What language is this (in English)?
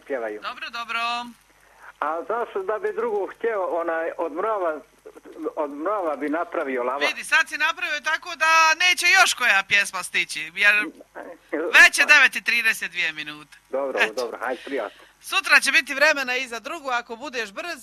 Croatian